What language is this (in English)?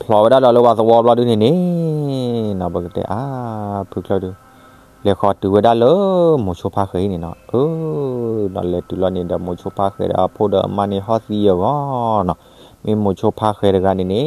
S'gaw Karen